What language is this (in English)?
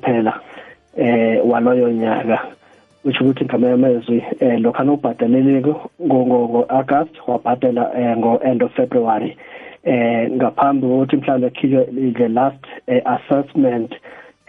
South Ndebele